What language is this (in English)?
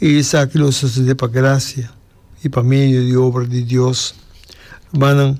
Papiamento